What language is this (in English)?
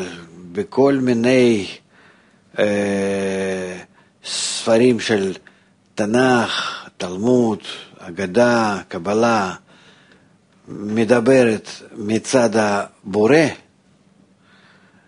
Hebrew